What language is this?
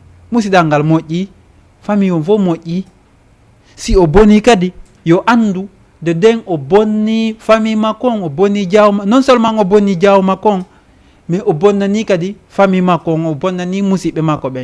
Fula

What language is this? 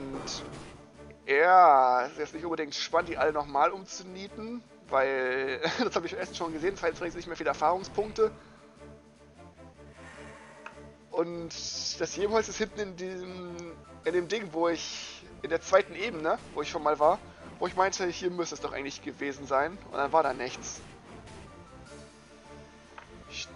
German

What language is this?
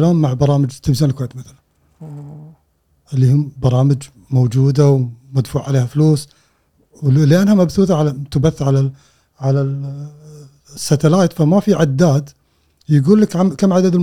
Gulf Arabic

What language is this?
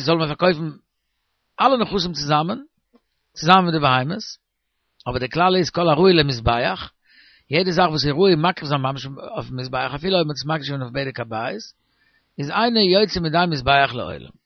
Yiddish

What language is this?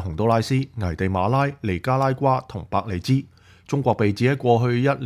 Cantonese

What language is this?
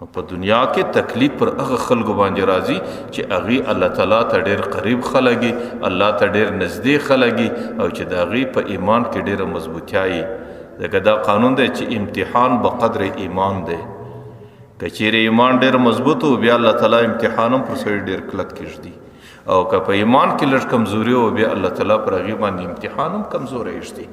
Pashto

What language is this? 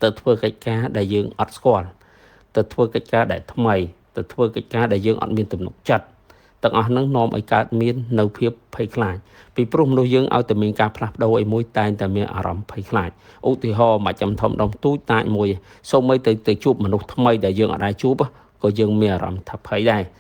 Khmer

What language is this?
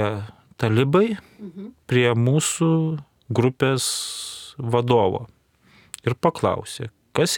Lithuanian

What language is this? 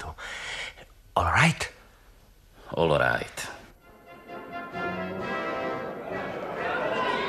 Slovak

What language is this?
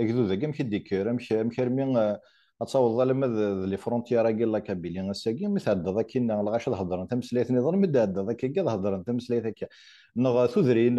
Kabyle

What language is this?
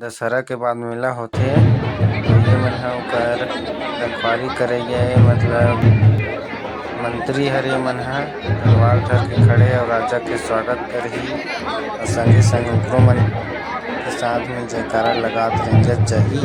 Chhattisgarhi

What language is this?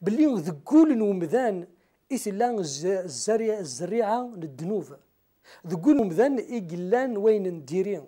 Kabyle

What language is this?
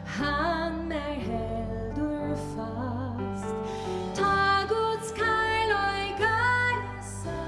Faroese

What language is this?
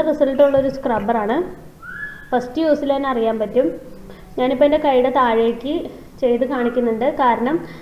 Malayalam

